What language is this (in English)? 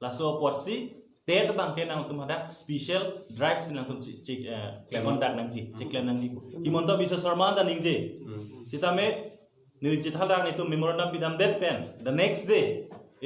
Karbi